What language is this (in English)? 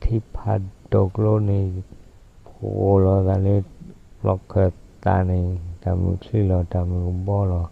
S'gaw Karen